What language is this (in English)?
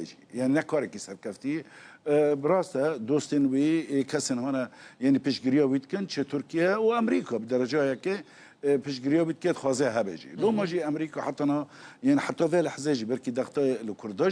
Kurdish